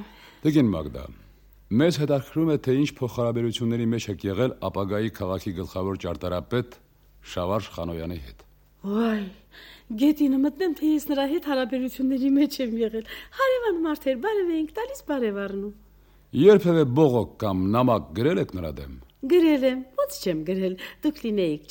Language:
Armenian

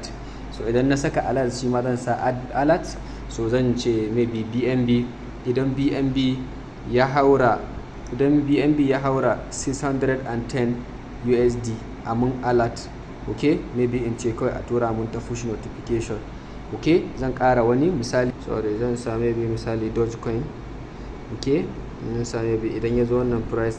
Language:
Hausa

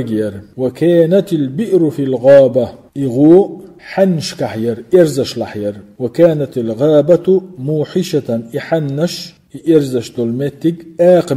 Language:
Chechen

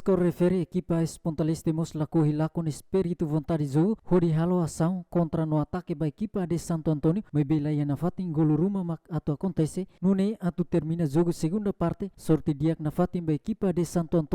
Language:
Tetum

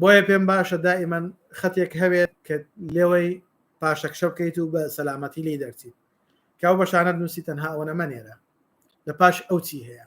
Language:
Central Kurdish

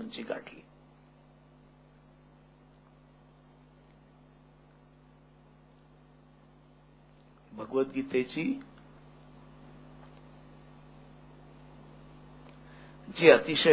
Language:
Marathi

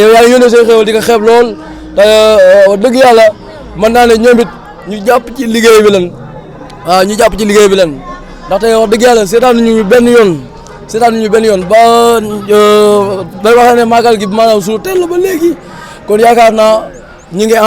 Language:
Wolof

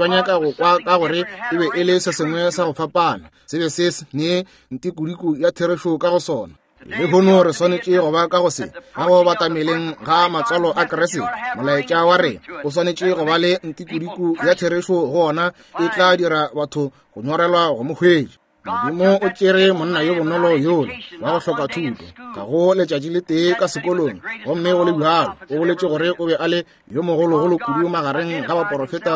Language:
Northern Sotho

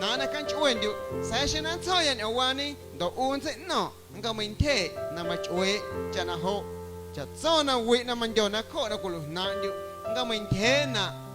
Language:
Guerrero Amuzgo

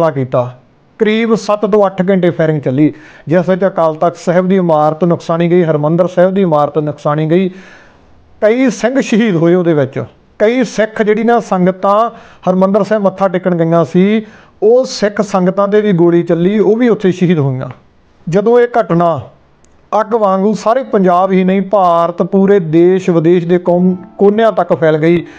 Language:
Punjabi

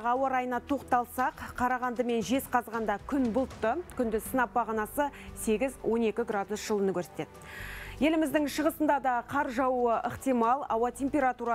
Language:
Kazakh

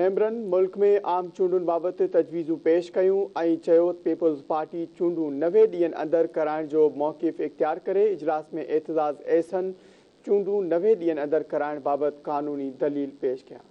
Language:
Sindhi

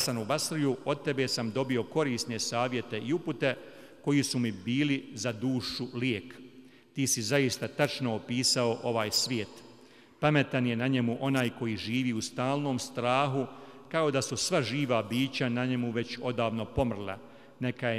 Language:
Bosnian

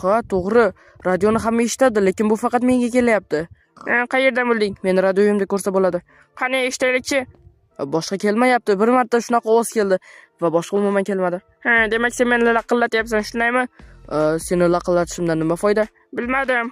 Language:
Uzbek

